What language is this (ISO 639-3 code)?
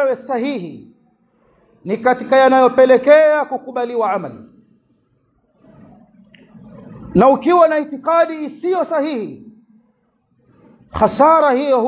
swa